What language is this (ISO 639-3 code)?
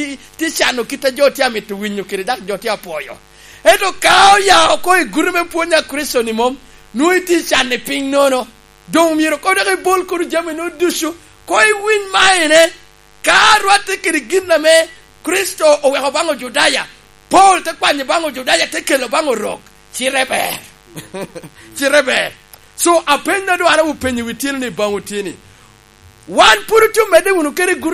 laj